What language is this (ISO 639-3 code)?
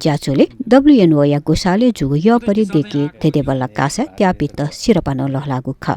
new